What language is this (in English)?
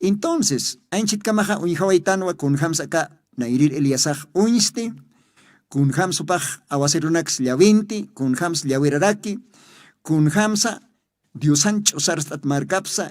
Aymara